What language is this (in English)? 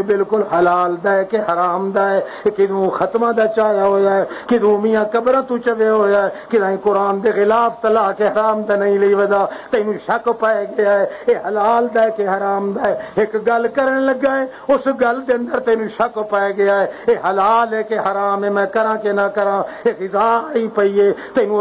Western Panjabi